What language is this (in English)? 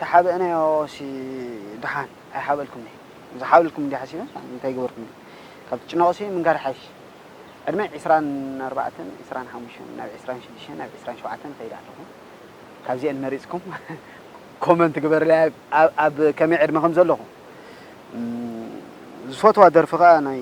Tigrinya